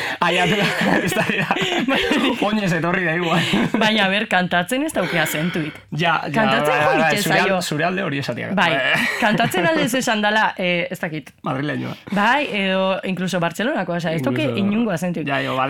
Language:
Basque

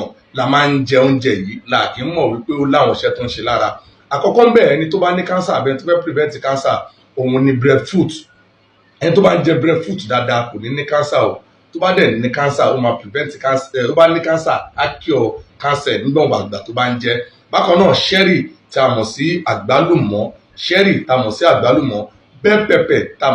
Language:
Yoruba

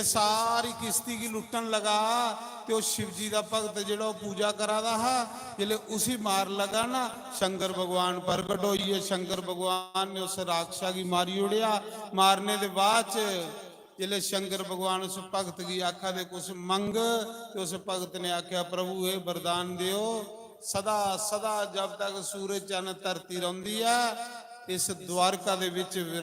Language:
Dogri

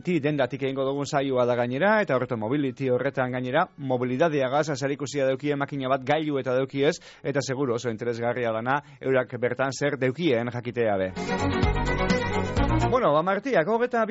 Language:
Basque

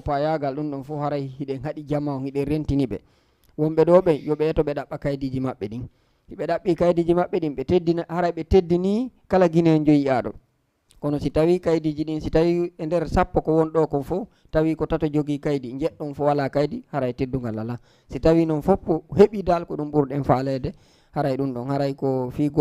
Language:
Fula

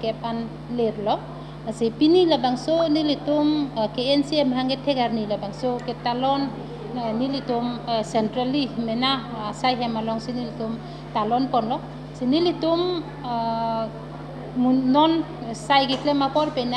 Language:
Karbi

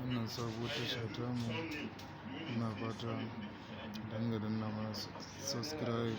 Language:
Hausa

